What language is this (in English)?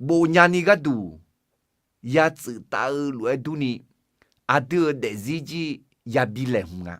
Akha